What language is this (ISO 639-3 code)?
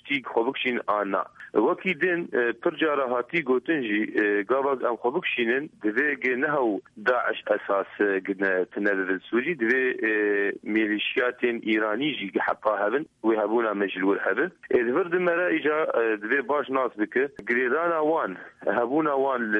kur